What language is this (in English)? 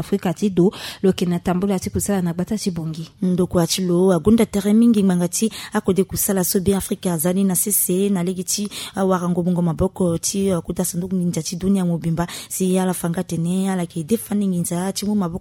Sango